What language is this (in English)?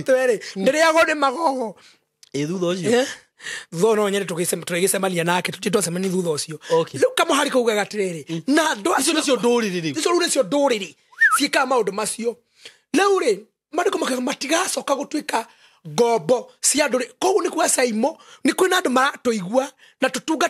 Kikuyu